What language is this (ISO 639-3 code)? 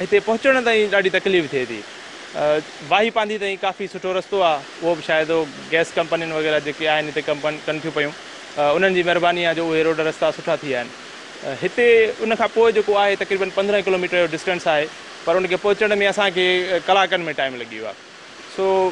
snd